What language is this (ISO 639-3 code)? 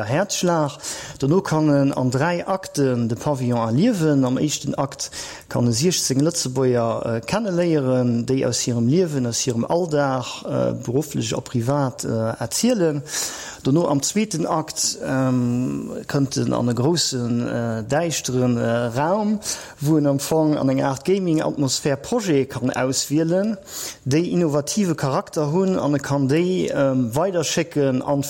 ltz